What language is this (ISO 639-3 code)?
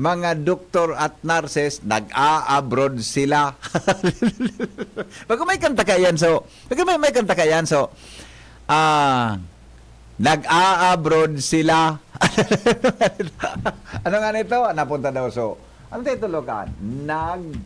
bik